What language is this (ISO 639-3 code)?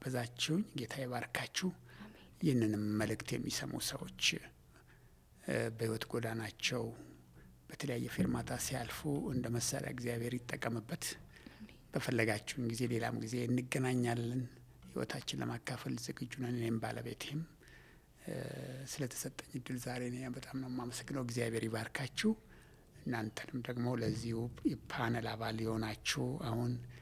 amh